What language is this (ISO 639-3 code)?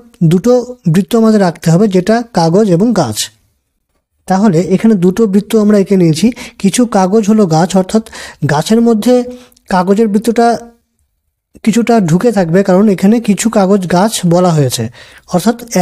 ben